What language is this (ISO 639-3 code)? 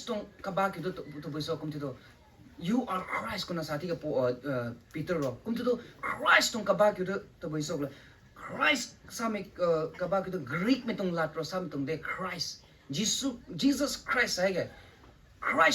nbu